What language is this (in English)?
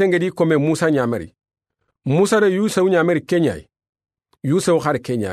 Soninke